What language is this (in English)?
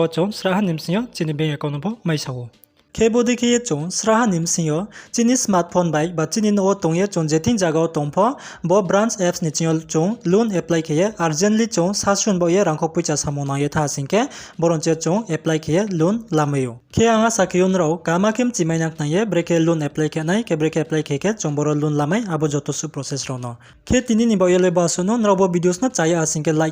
Riang (India)